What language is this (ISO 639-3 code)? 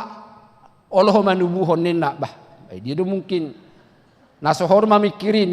bbc